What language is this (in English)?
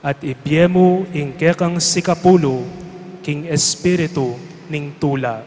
Pampanga